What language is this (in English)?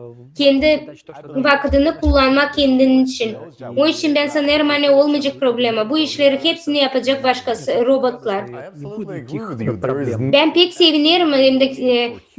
Gagauz